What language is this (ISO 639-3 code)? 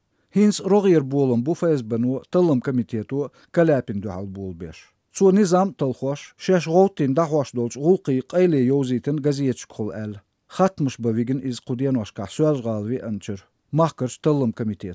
che